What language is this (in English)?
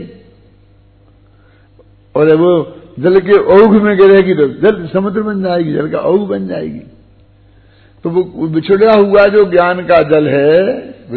Hindi